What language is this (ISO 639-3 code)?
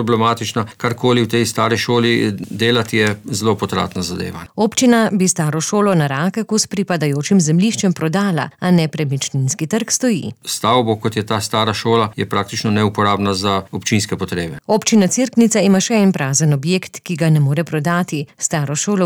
slv